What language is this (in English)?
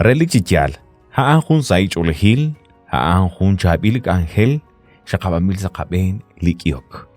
Kekchí